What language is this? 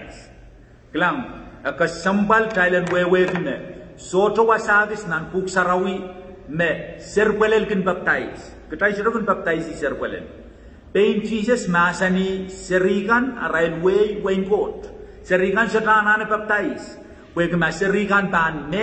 Pohnpeian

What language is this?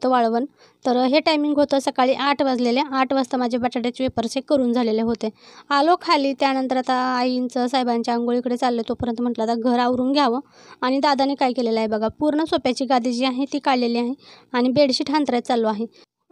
Marathi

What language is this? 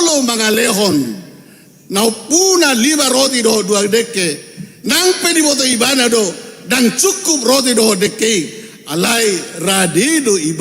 Batak Toba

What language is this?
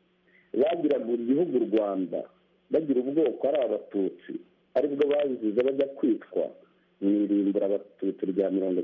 Kinyarwanda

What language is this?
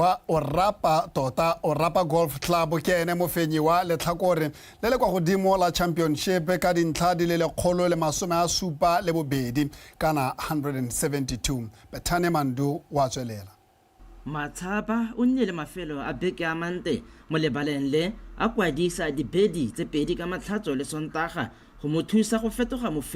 Tswana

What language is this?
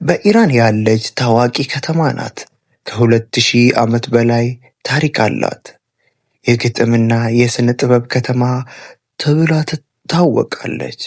Amharic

